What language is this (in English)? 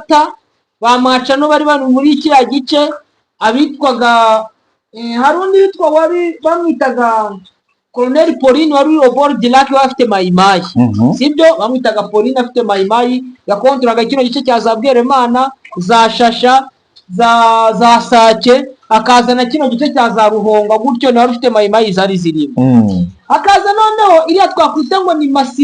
Kinyarwanda